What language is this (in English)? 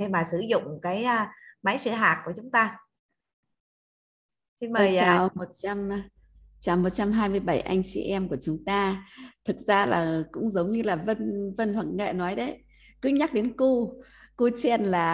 Vietnamese